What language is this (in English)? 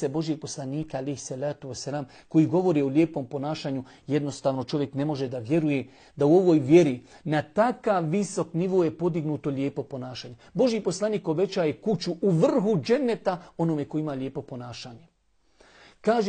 Bosnian